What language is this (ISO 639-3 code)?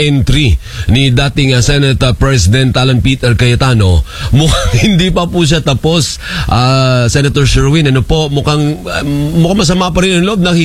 fil